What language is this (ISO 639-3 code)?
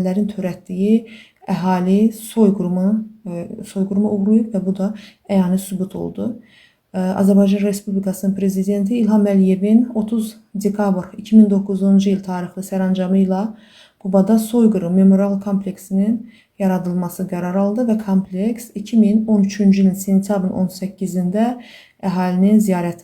aze